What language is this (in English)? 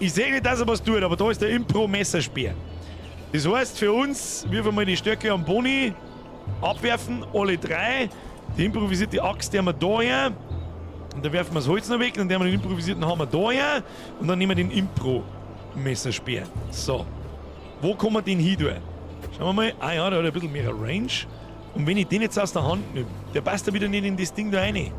Bavarian